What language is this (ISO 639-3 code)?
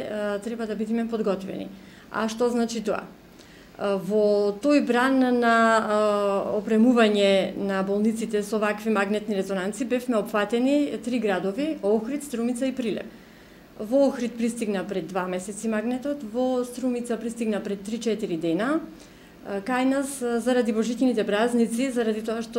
mkd